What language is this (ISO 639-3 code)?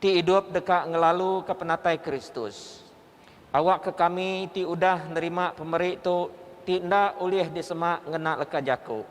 iba